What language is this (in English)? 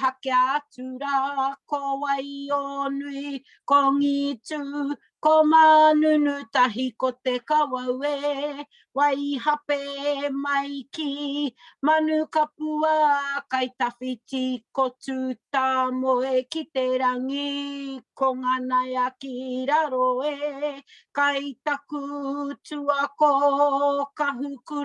Māori